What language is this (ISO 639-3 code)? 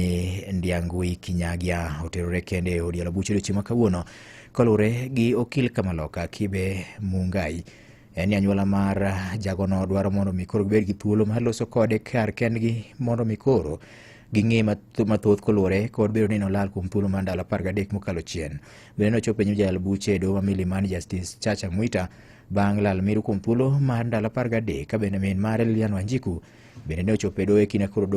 luo